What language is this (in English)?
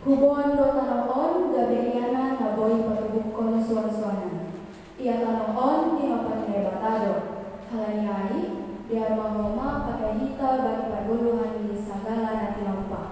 Batak Simalungun